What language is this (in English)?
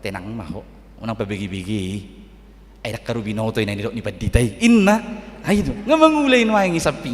Batak Toba